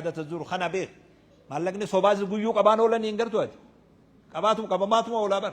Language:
Oromo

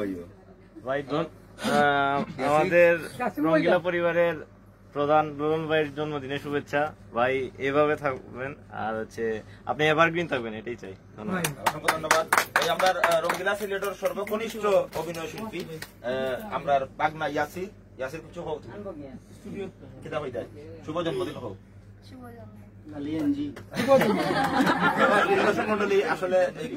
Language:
Sylheti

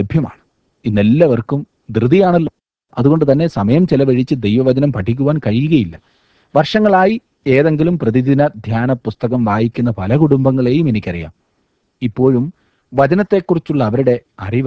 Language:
Malayalam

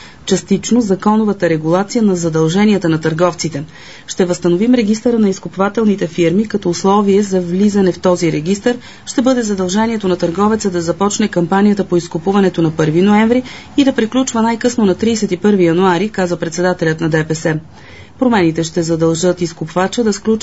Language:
Bulgarian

